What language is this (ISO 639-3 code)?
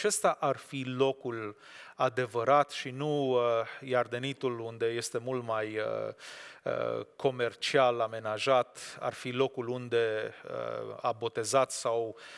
ron